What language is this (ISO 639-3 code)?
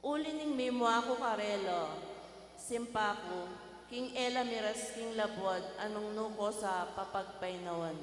pam